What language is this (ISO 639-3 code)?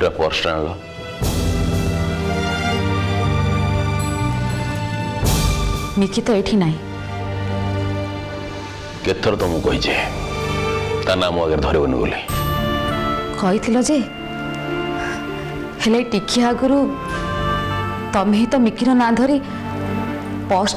ori